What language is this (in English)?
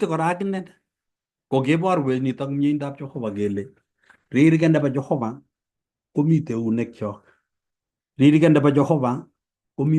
Kalenjin